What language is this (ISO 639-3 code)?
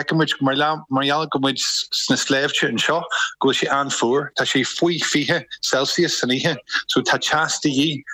gle